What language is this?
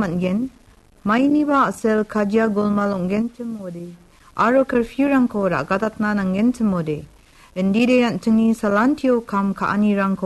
Garo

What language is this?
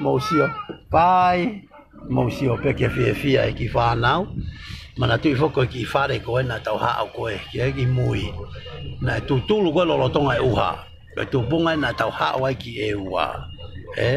Tongan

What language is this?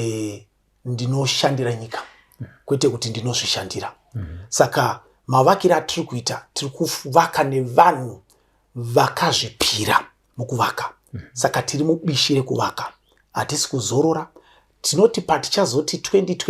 Shona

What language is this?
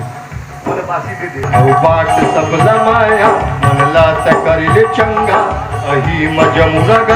Chhattisgarhi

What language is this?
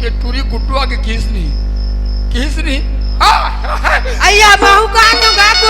Chhattisgarhi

